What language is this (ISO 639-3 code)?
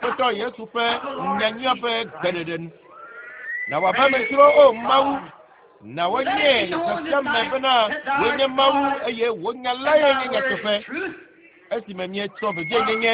ewe